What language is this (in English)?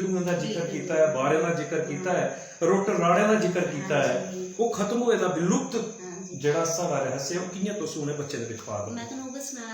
Dogri